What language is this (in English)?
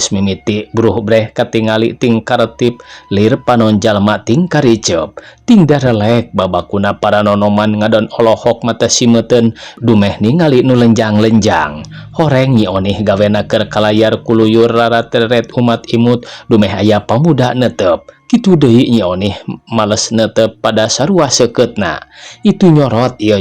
Sundanese